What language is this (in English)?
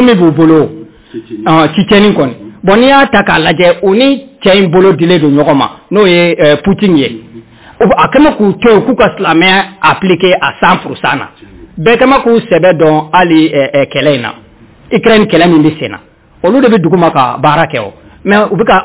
Bambara